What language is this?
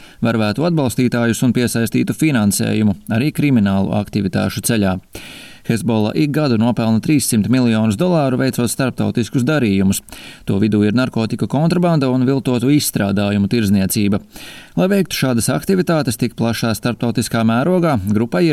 Latvian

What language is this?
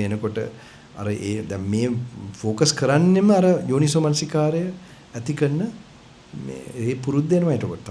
Sinhala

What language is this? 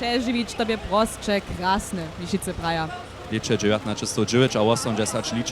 Upper Sorbian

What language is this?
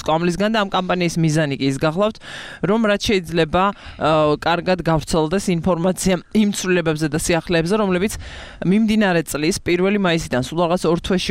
Georgian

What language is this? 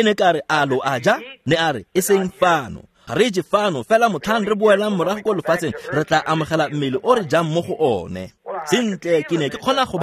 Tswana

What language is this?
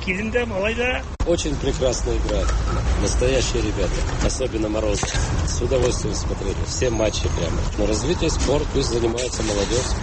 Tatar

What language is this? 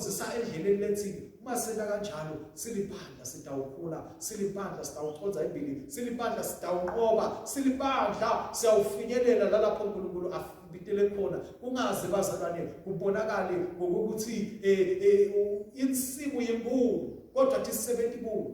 Swati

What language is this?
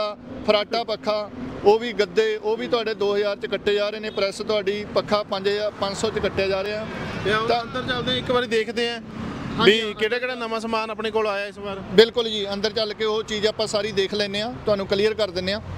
Punjabi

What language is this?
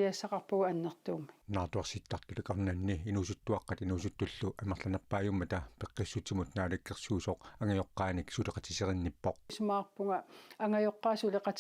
Kalaallisut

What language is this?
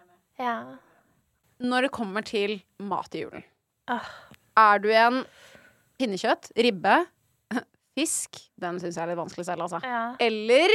Norwegian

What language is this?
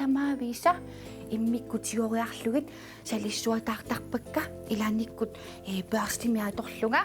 Kalaallisut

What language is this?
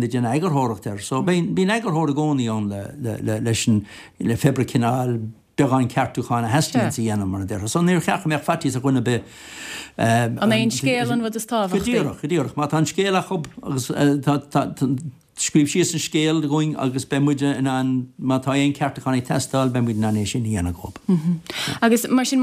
Irish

